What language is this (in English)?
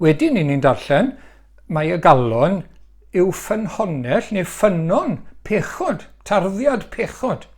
Welsh